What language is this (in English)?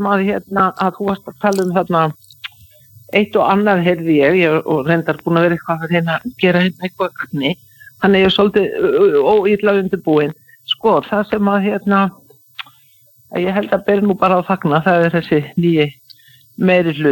Icelandic